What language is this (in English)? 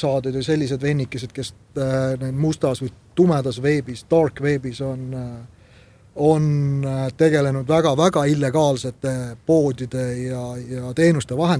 Estonian